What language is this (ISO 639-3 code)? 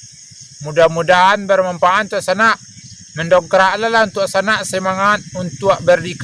min